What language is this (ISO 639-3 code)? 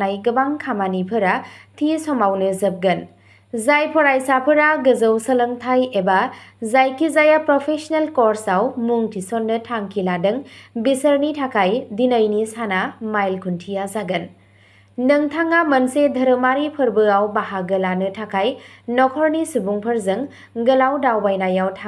brx